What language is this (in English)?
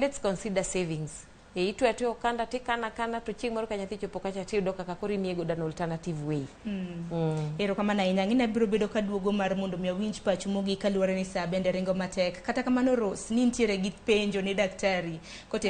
Luo (Kenya and Tanzania)